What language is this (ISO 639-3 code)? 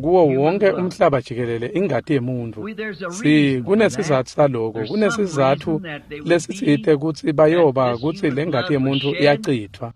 ssw